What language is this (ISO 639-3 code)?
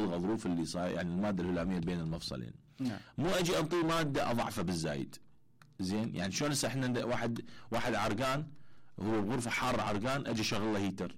acm